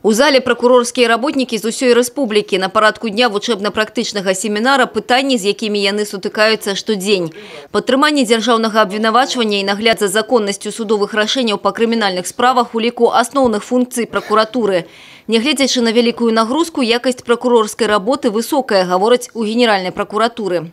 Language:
Belarusian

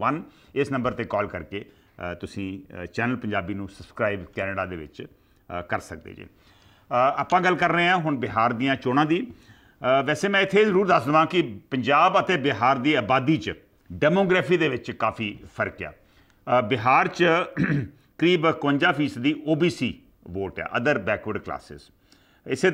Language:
Punjabi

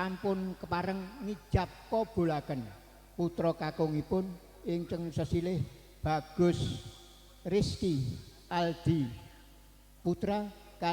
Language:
Javanese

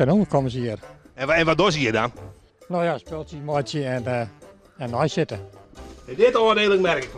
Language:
Western Frisian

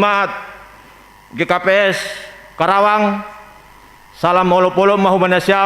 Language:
Batak Simalungun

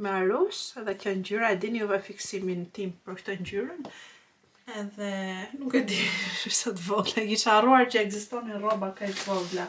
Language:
Albanian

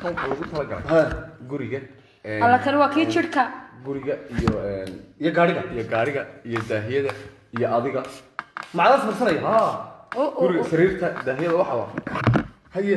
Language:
Somali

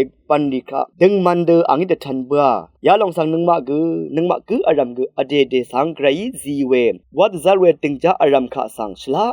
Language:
Rawang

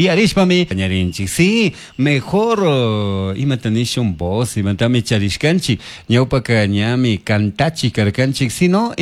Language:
Chimborazo Highland Quichua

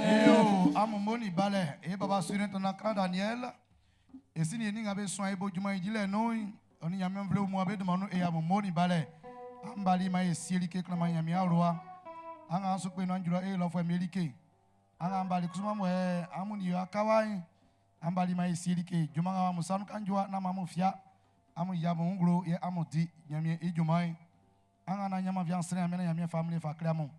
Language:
Baoulé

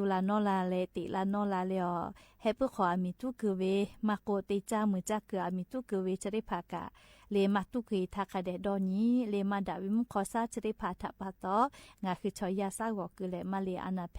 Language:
Lahu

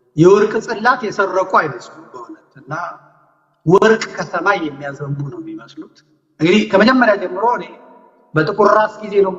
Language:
Amharic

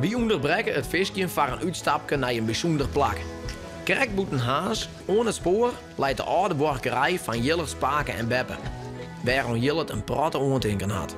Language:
Western Frisian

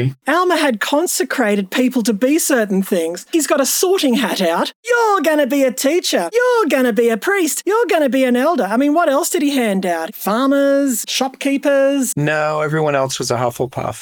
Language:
English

